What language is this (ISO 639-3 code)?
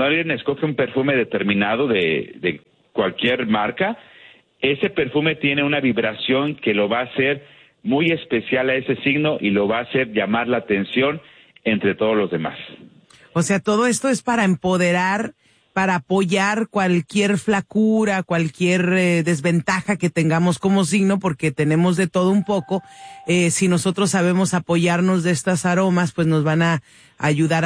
spa